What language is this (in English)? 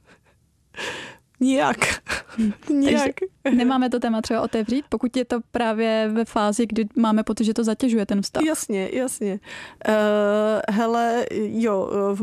Czech